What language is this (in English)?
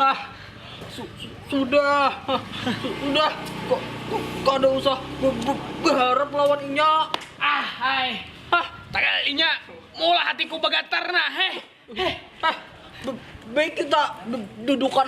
Banjar